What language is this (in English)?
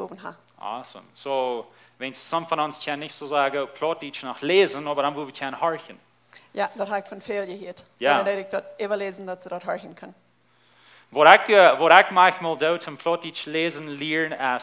Plautdietsch